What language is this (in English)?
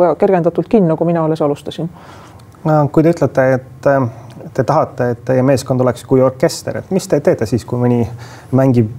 Estonian